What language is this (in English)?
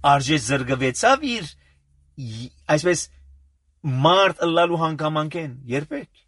Armenian